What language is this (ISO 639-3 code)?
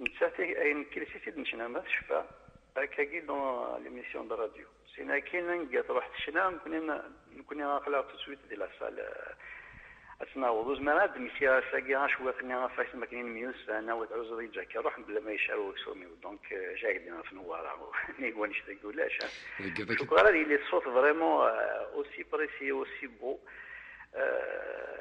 kab